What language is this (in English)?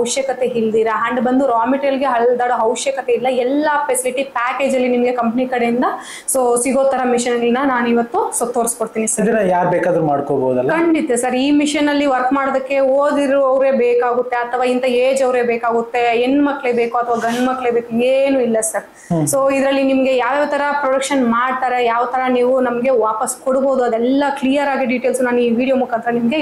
Kannada